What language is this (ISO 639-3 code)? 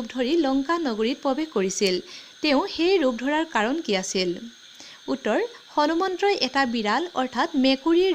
asm